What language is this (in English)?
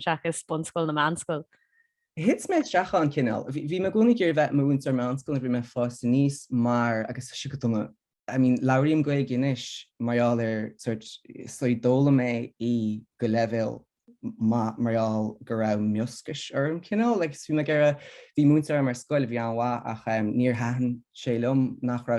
Irish